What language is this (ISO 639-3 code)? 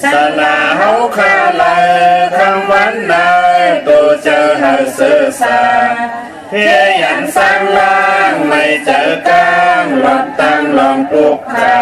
shn